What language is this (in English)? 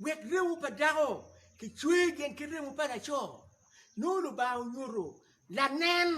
Acoli